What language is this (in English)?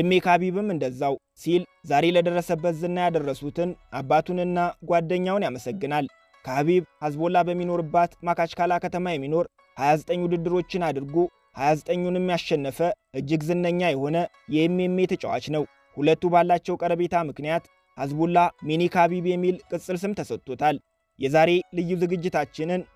Amharic